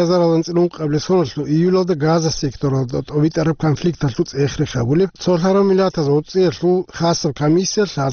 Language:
Avaric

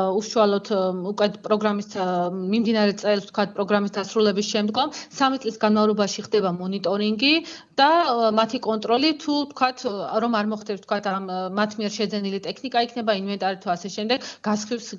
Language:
Georgian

